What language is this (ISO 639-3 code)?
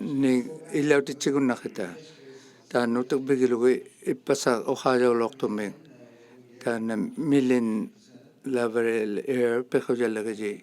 iku